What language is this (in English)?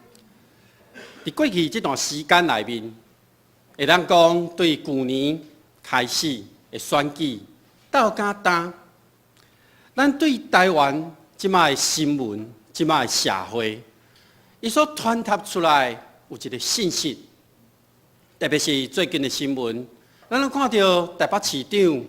Min Nan Chinese